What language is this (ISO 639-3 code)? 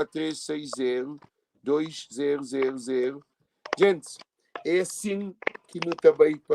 kea